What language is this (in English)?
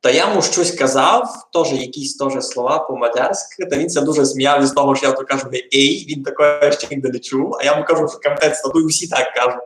Rusyn